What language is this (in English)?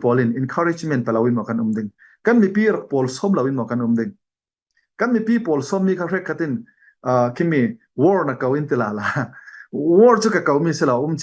Falam Chin